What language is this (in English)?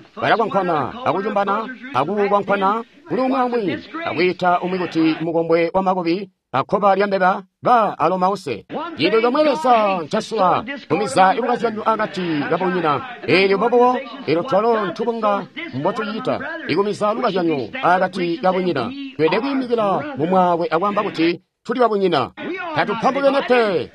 Tonga (Zambia)